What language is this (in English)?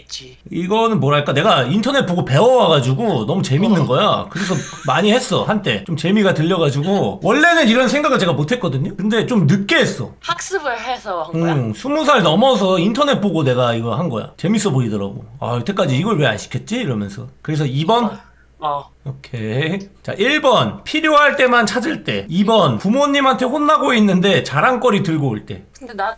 Korean